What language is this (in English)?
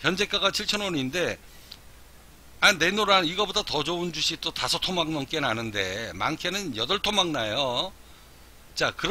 Korean